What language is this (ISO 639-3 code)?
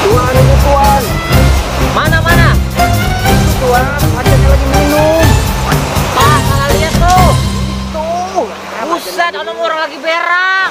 bew